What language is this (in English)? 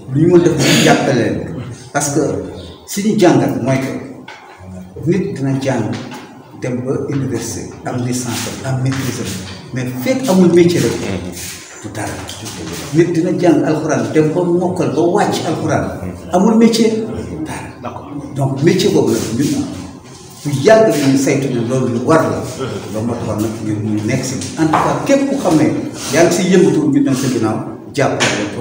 Wolof